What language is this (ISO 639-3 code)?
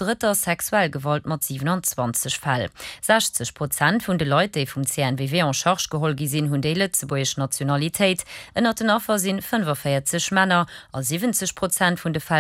ltz